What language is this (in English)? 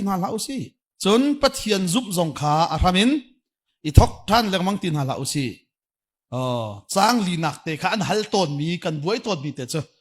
Hakha Chin